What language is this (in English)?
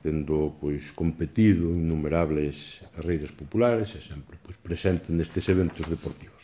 Galician